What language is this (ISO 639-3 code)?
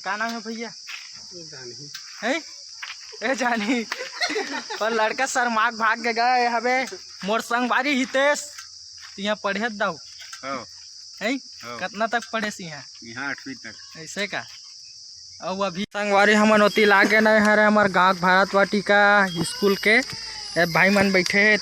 hne